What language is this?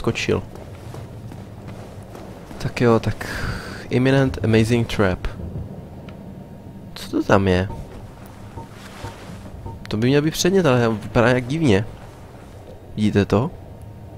Czech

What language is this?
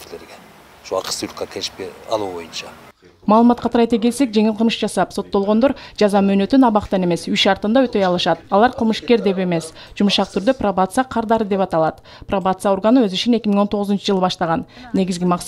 Kyrgyz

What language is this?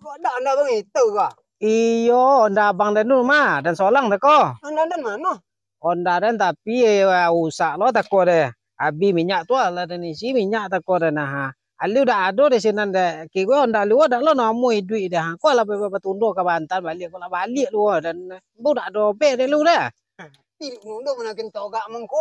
Minangkabau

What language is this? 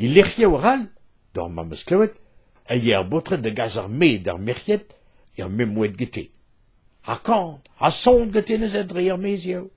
Breton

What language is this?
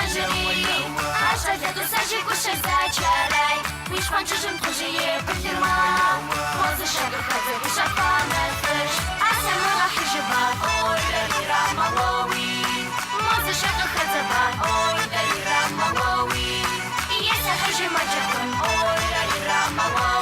Kabardian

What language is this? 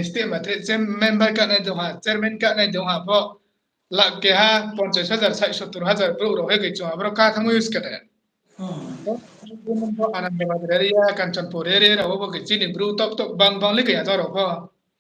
Riang (India)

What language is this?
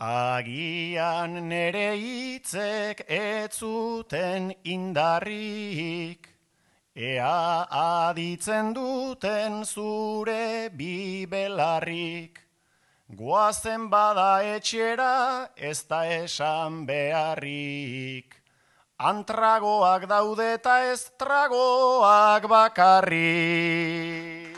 Basque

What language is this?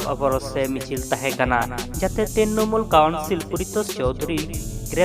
Santali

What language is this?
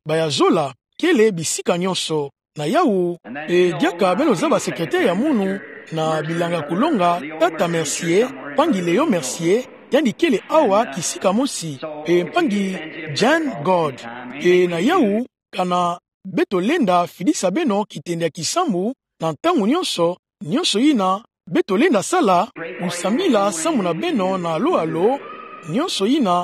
Kituba (Democratic Republic of Congo)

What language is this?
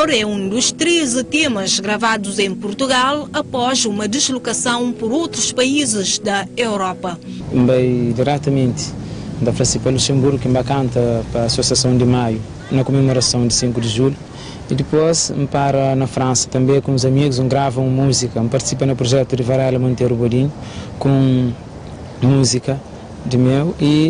Kabuverdianu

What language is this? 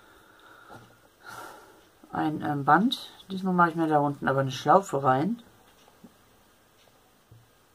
German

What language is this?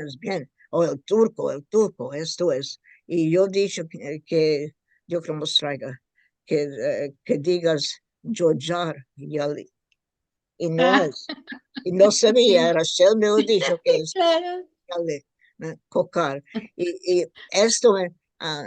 Ladino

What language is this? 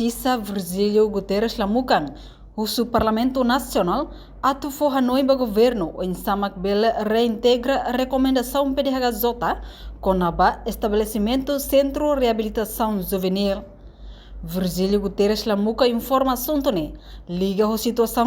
Tetum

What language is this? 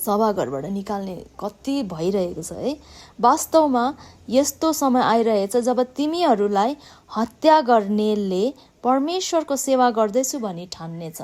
Nepali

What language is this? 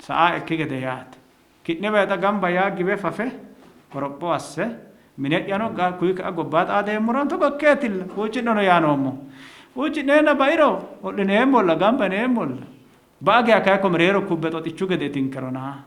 Sidamo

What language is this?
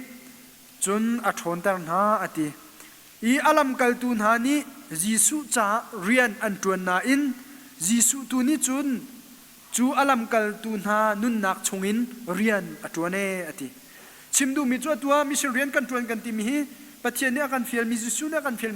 Hakha Chin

